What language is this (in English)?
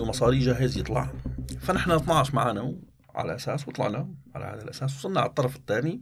North Levantine Arabic